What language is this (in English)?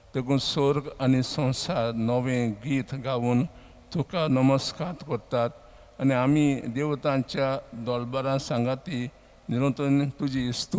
Konkani